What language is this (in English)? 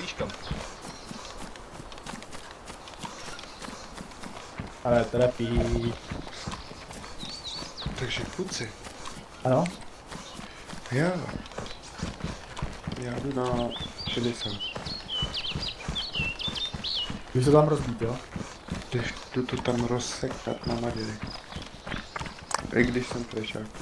Czech